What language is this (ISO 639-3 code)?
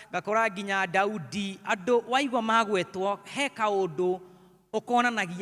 kik